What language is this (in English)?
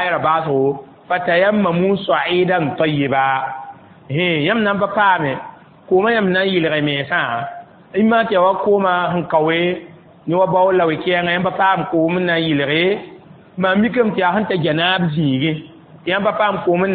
Mossi